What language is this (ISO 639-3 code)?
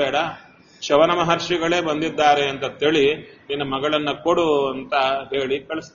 kan